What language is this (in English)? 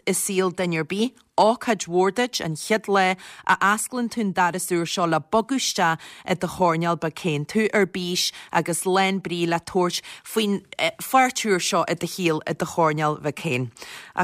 Irish